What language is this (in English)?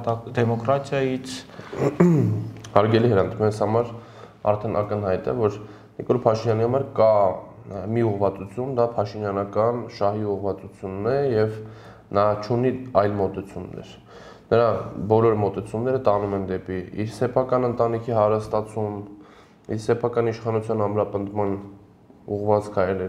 Armenian